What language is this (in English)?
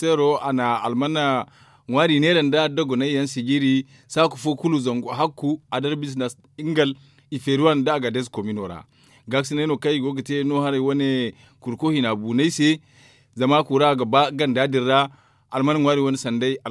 Zarma